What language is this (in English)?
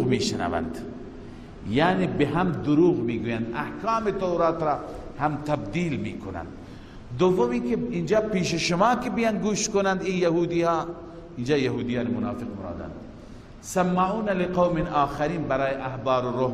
Persian